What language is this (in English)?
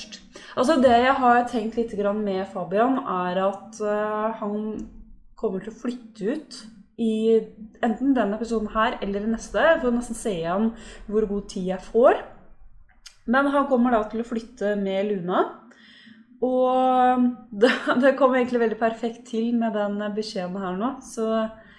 Norwegian